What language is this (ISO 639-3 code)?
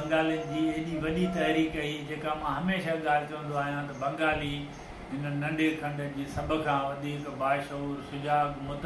snd